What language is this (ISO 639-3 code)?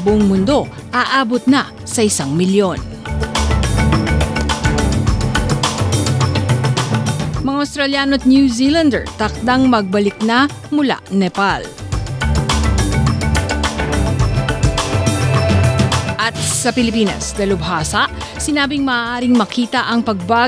fil